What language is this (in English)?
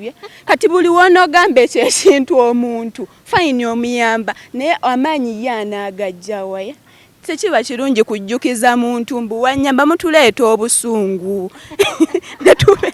Ganda